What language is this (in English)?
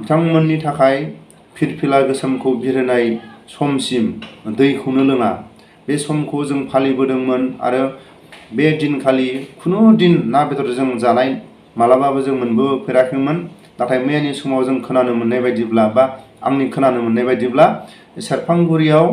Bodo